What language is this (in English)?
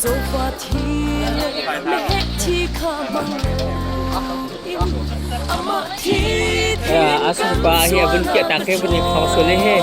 Hakha Chin